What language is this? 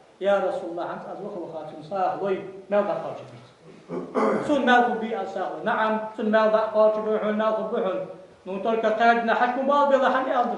Ingush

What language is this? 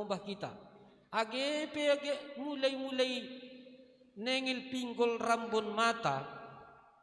Batak Simalungun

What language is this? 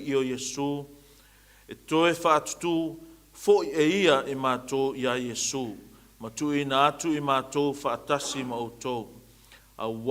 Samoan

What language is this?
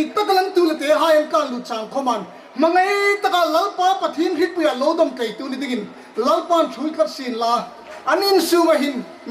Hmar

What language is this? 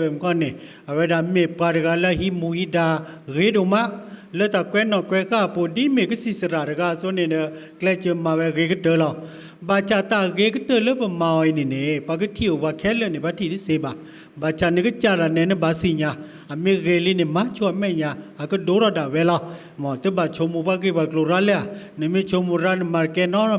S'gaw Karen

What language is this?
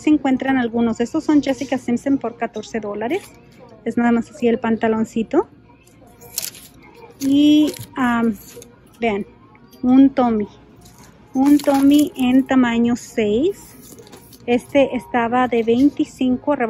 Spanish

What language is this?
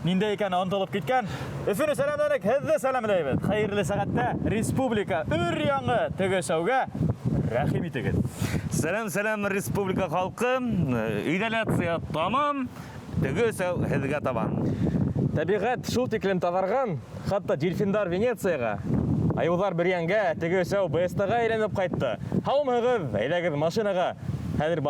Bashkir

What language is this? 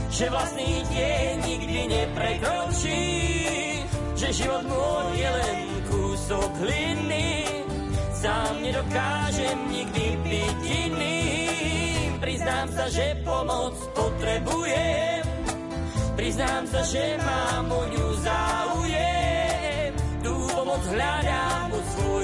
Slovak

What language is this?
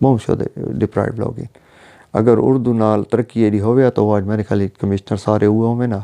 Saraiki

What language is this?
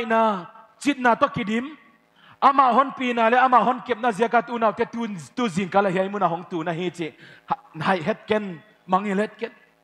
Paite Chin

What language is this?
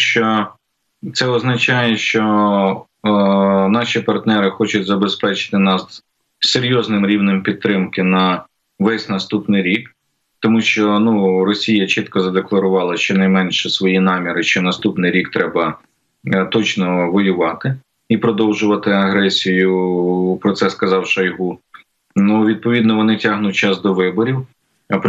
Ukrainian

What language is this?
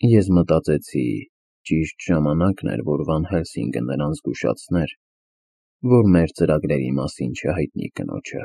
Armenian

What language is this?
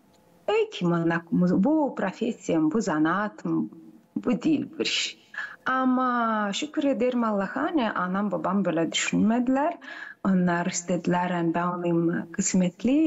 Gagauz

